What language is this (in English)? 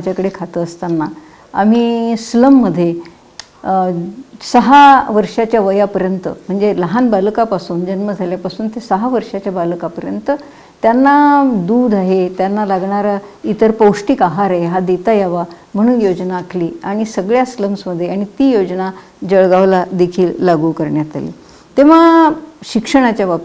Marathi